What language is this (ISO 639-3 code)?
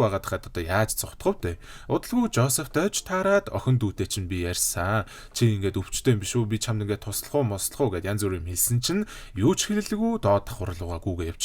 mon